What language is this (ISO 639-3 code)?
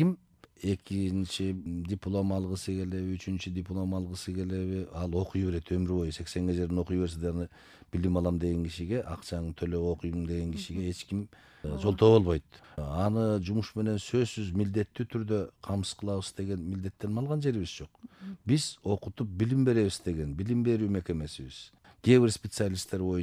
kir